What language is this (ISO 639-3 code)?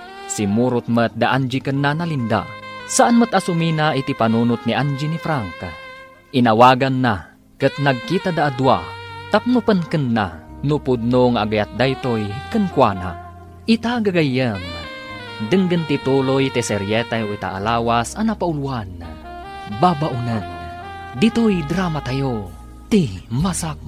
ilo